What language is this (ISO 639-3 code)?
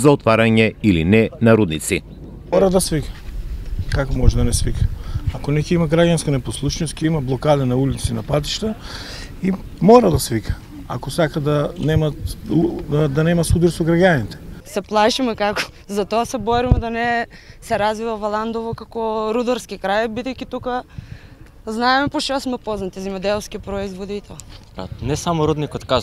mkd